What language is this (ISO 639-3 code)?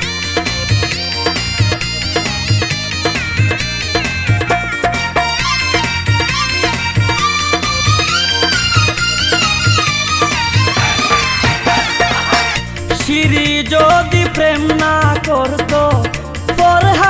ben